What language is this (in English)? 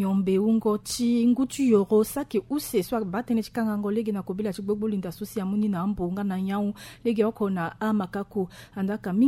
Sango